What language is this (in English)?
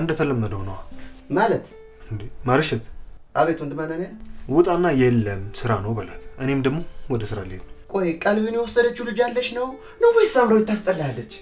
Amharic